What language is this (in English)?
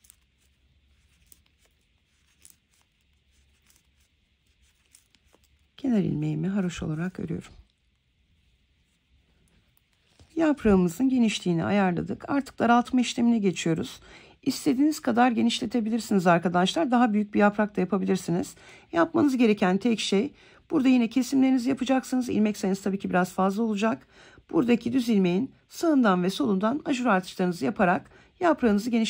Turkish